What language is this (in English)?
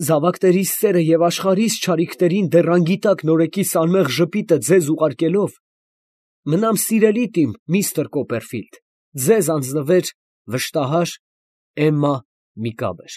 Armenian